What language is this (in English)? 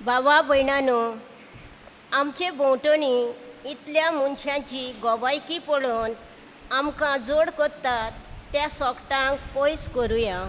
Konkani